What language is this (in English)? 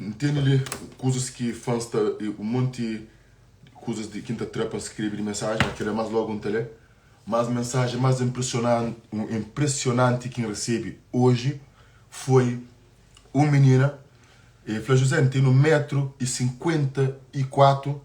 Kabuverdianu